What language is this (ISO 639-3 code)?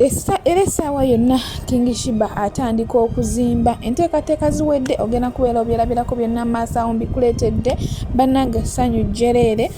lug